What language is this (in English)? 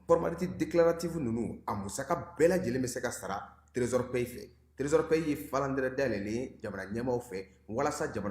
Bambara